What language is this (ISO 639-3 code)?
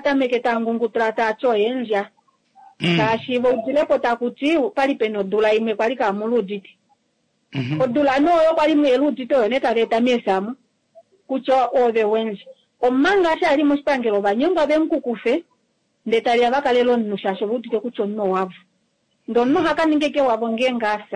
kua